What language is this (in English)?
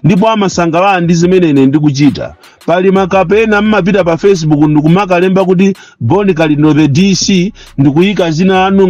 Nyanja